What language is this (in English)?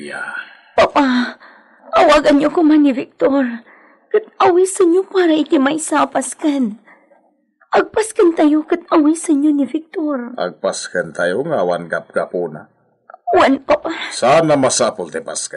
Iloko